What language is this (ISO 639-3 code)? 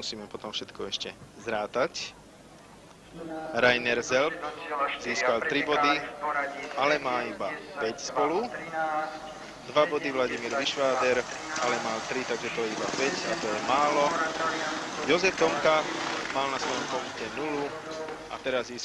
slk